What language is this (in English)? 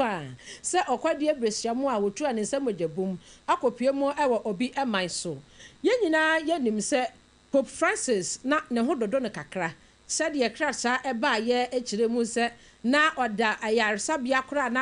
Akan